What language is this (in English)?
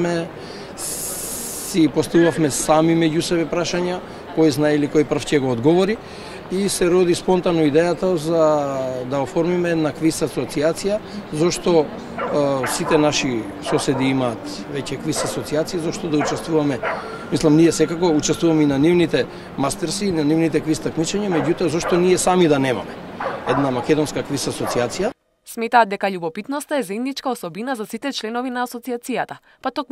Macedonian